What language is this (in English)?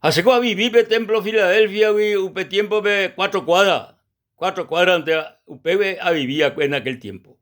Guarani